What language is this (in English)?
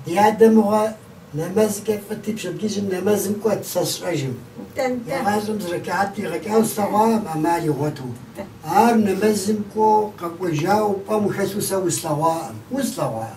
Kabardian